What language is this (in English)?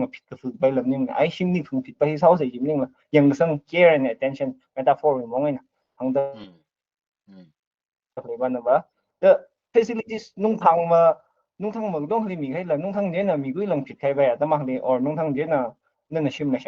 Tangkhul Naga (India)